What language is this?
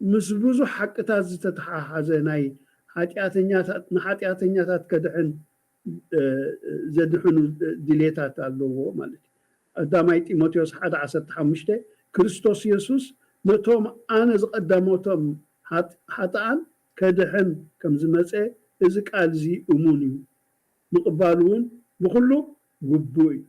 Tigrinya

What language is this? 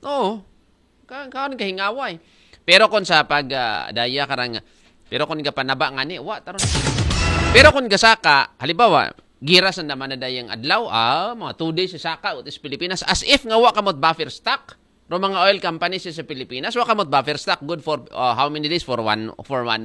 Aklanon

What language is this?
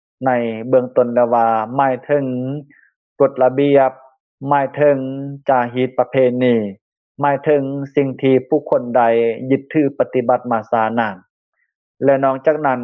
Lao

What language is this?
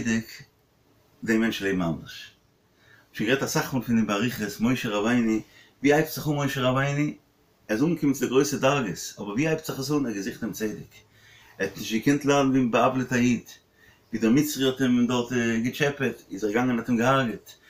Yiddish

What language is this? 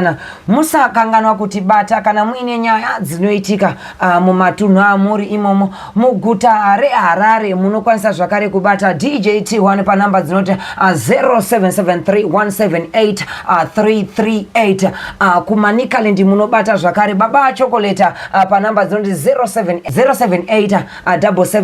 Shona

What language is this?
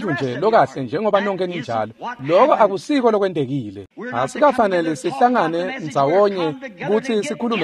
Swati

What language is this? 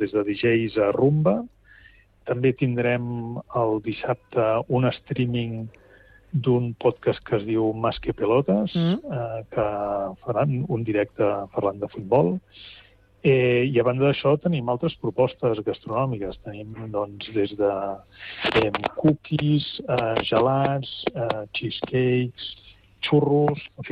Catalan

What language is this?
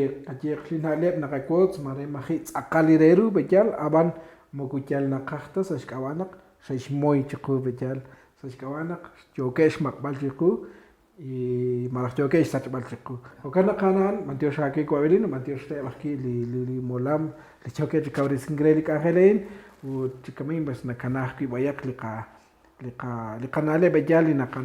Kekchí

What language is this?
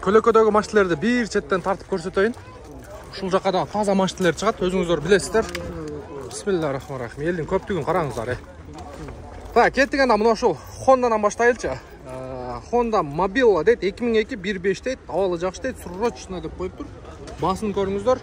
Kyrgyz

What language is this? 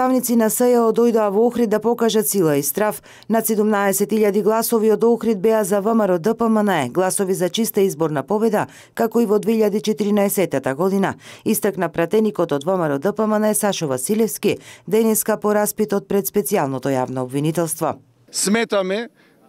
Macedonian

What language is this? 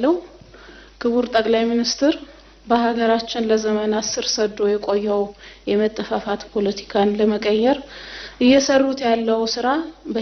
Amharic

